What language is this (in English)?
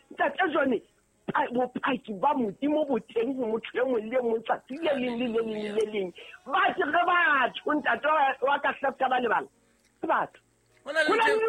Southern Sotho